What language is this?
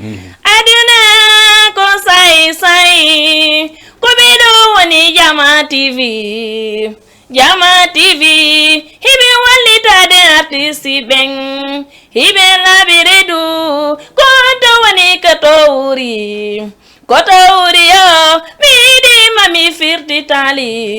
Fula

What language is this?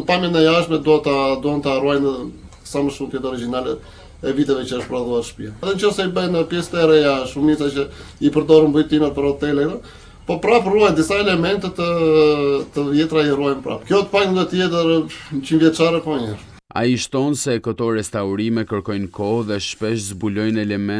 Albanian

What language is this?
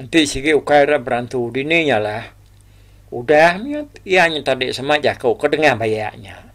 Iban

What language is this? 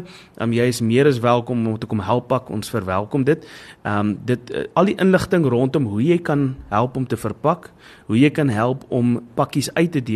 Afrikaans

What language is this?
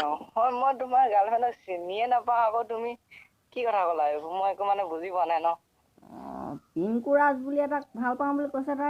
Assamese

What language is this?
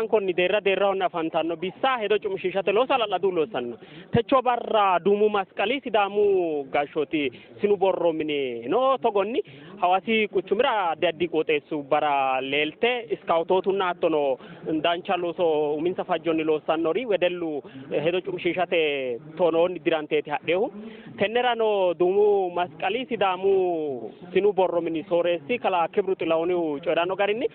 Sidamo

